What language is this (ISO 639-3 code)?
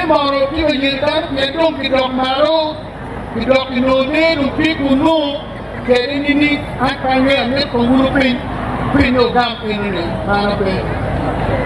ach